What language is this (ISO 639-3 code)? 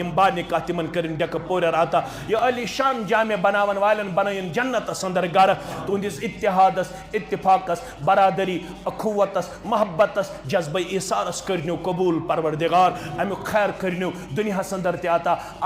kas